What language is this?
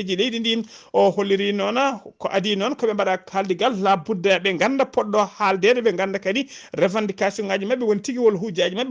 Fula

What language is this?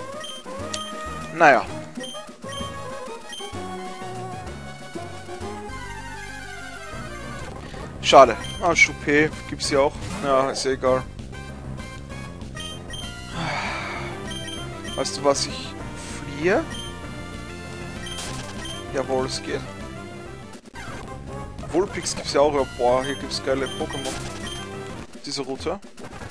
German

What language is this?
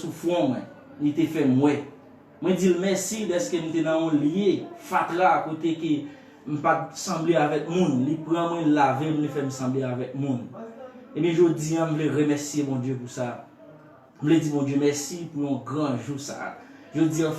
Haitian Creole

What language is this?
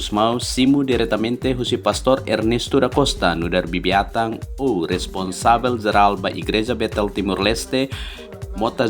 Tetum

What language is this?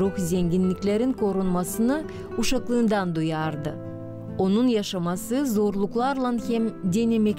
Gagauz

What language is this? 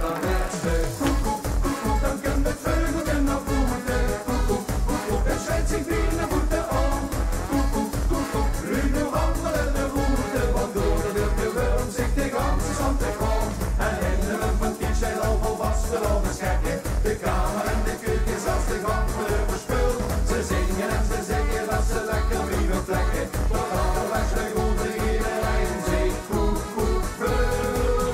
Limburgish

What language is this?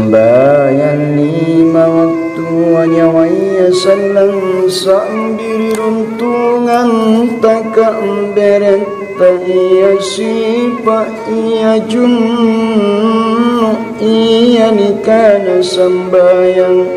Makasar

